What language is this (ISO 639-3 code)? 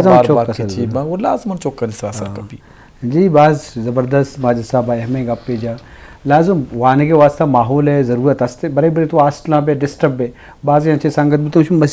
bgp